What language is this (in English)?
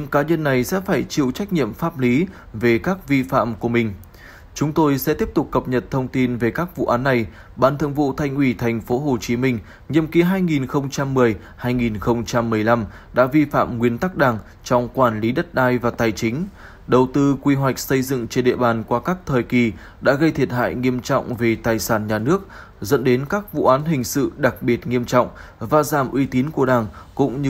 Vietnamese